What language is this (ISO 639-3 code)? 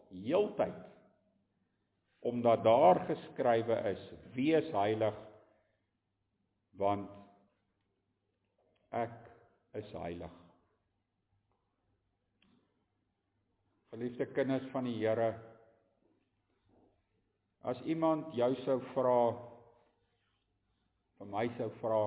afr